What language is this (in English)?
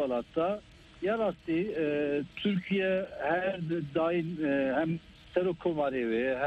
Kurdish